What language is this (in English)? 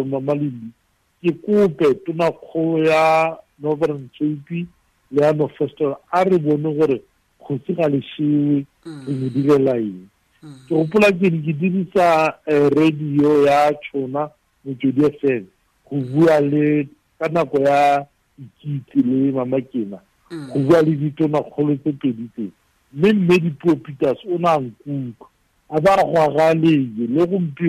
Tswana